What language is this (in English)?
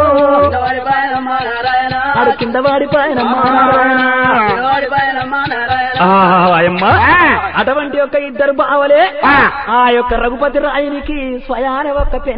Telugu